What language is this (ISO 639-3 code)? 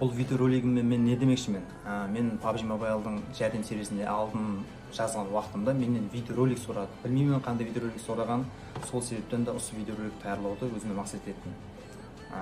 kaa